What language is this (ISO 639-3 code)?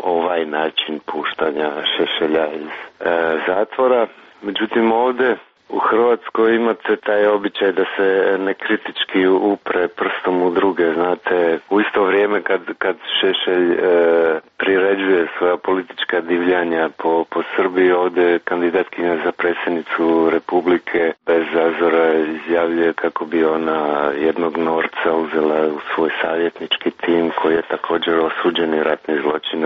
hrv